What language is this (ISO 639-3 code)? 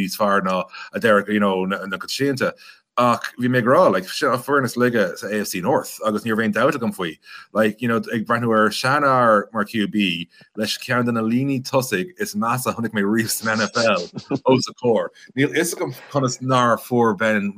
gle